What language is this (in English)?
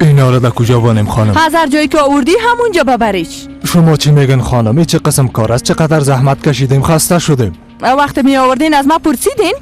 Persian